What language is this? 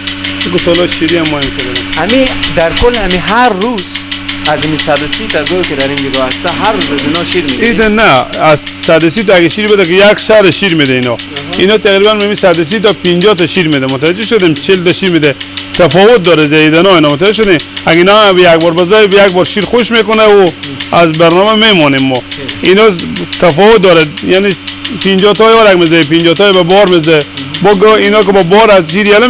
Persian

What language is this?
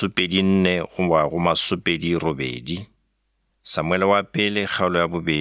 Northern Sotho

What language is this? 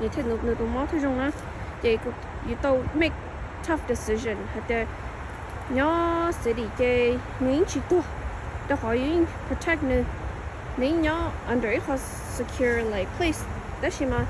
Hmong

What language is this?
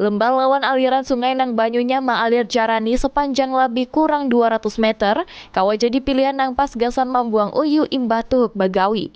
Banjar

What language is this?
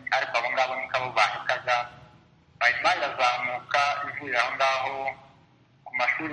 Kinyarwanda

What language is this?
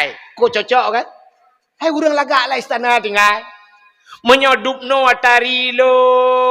Achinese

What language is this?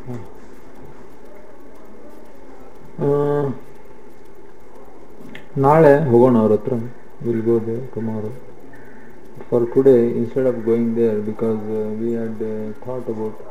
Kannada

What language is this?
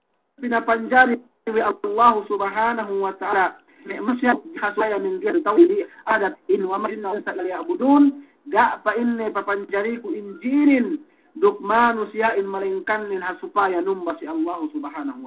Yakan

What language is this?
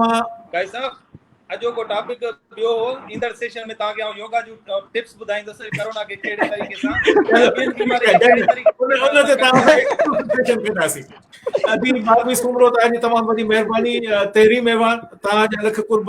Sindhi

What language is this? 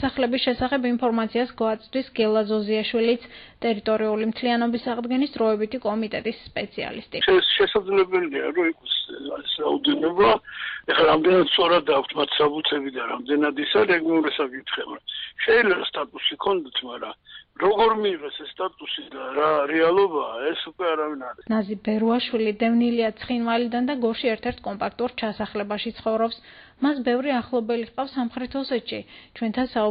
Georgian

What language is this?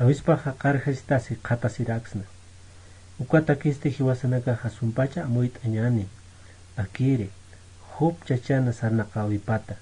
Aymara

